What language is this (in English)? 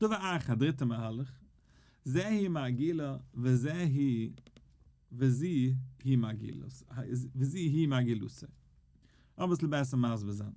Yiddish